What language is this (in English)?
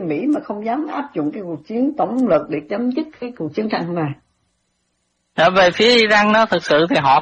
Vietnamese